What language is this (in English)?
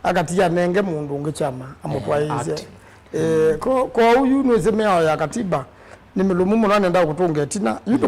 Kamba